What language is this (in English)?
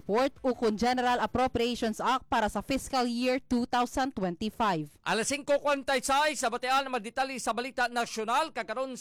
Hiligaynon